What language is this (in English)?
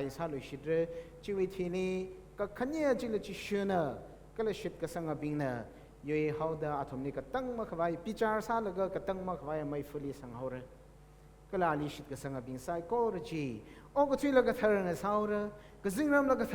Tangkhul Naga (India)